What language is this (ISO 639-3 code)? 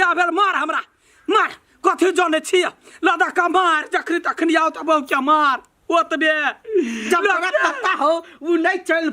mai